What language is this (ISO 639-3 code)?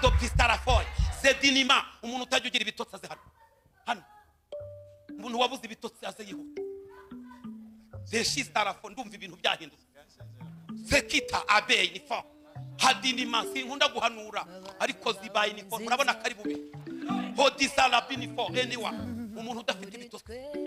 kin